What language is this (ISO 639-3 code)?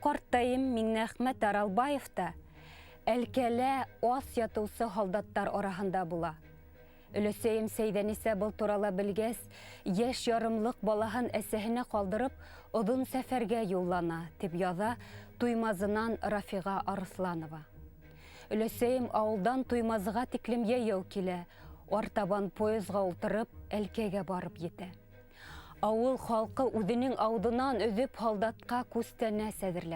bak